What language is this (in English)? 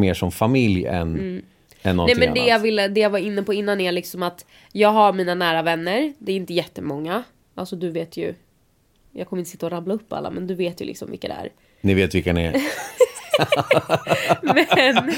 Swedish